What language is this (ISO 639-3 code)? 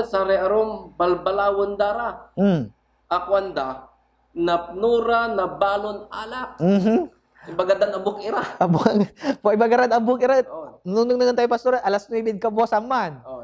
pag